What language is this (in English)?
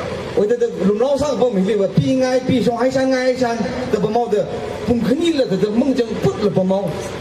Tangkhul Naga (India)